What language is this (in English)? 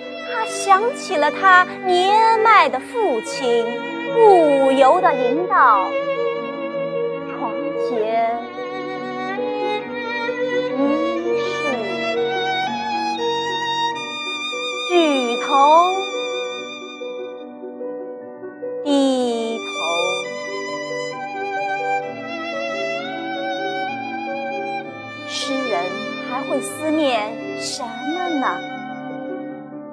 Chinese